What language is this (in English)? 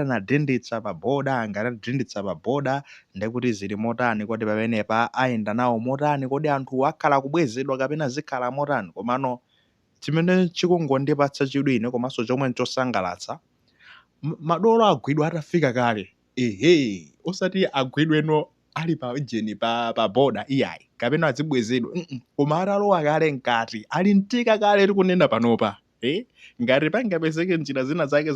Nyanja